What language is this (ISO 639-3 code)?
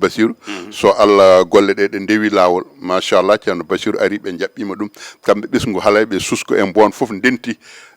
ful